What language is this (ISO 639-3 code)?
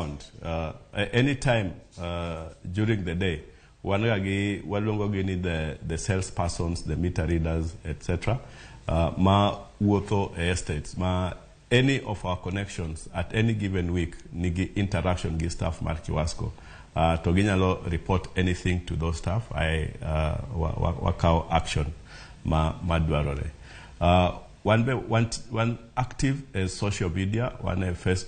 luo